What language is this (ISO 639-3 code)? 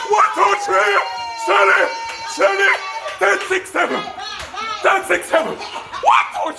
jam